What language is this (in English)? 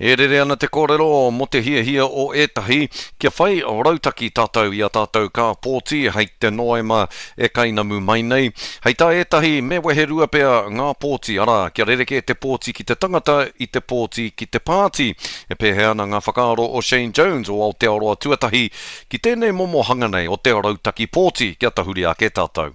Māori